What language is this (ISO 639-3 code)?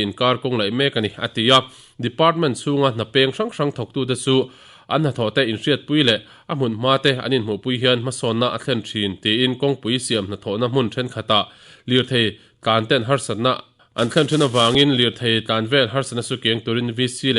lus